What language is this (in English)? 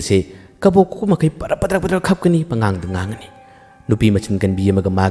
Manipuri